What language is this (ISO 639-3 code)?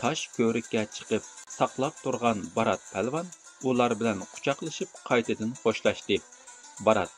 uig